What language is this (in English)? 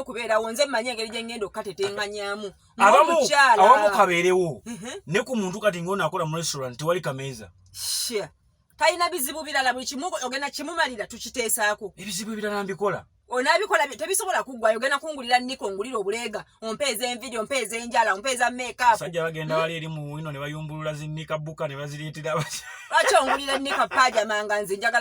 Ganda